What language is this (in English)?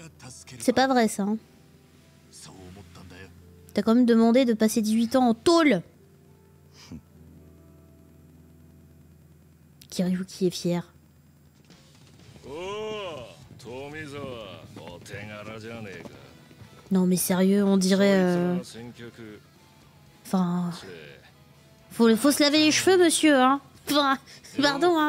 French